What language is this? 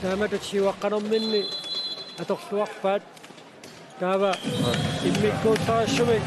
Kalaallisut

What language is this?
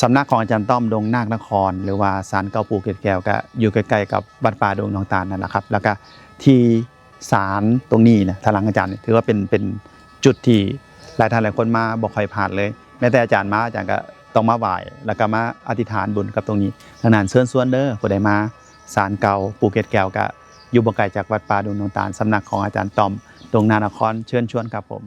Northeastern Thai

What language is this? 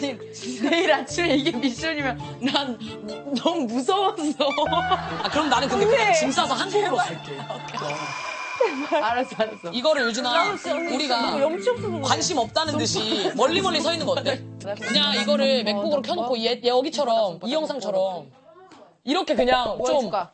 Korean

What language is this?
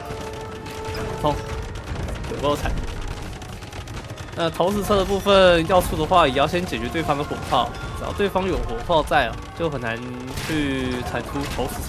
Chinese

